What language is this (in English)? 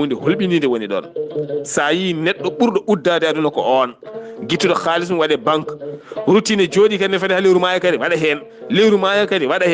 Fula